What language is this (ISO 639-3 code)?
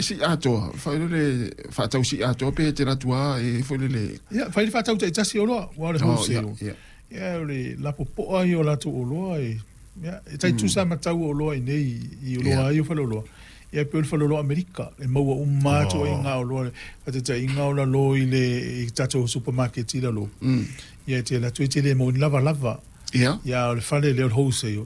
smo